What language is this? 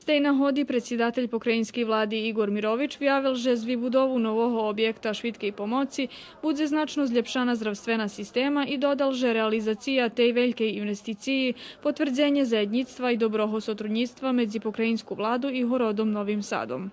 Rusyn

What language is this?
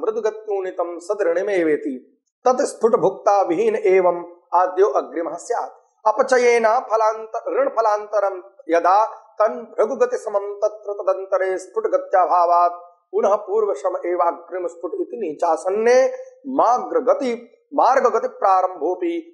Sanskrit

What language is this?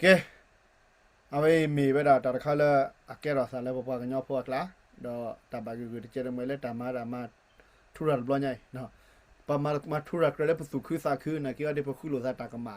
S'gaw Karen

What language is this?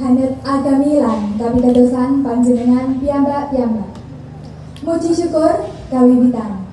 Javanese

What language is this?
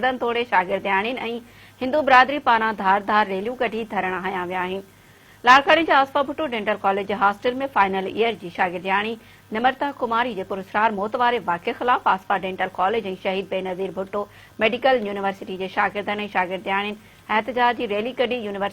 Sindhi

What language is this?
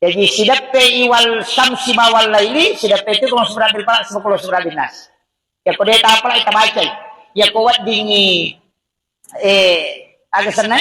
Buginese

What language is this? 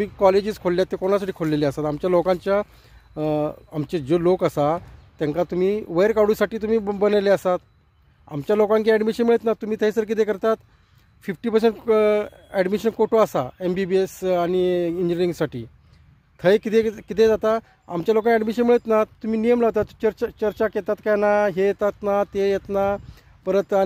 Konkani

